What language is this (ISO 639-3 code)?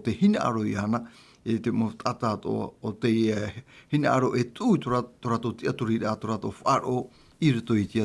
tah